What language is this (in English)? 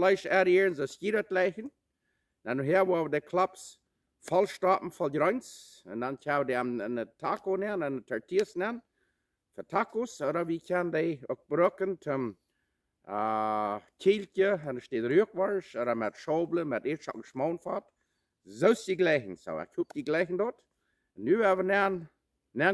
Plautdietsch